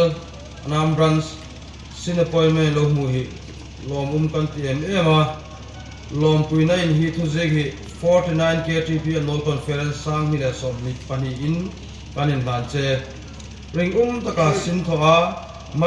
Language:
Hmar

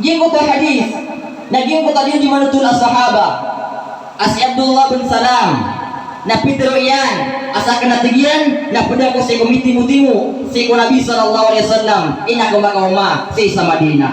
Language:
Maranao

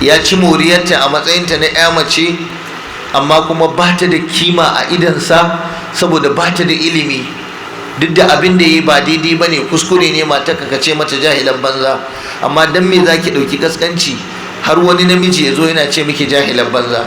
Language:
Hausa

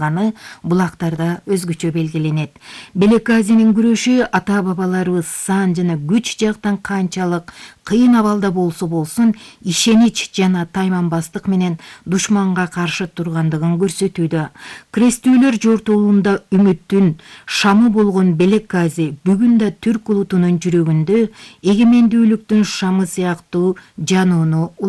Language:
Kyrgyz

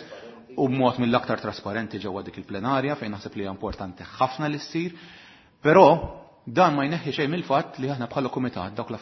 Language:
Maltese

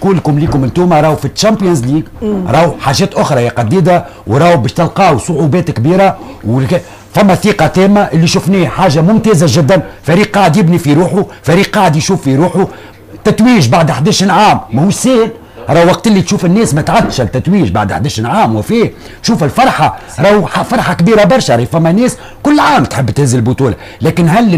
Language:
Tunisian Arabic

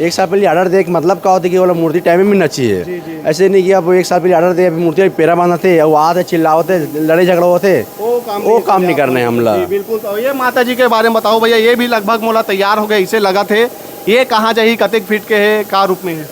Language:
Chhattisgarhi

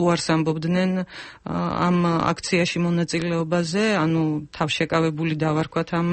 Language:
Georgian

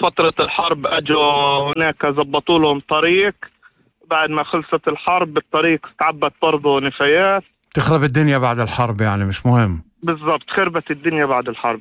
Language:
North Levantine Arabic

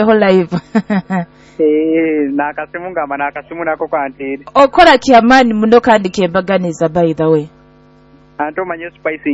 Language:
Nyoro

